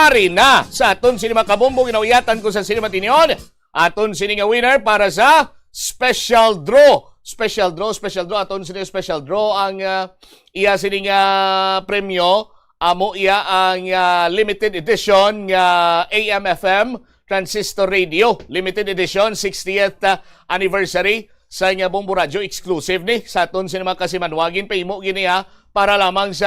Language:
Hiligaynon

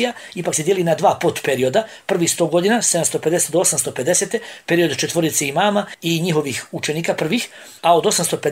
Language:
Bosnian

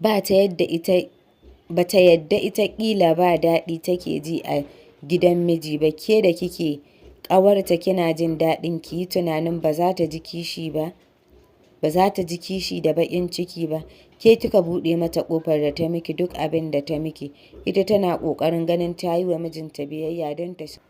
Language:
Hausa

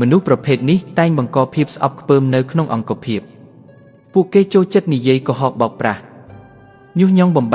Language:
Khmer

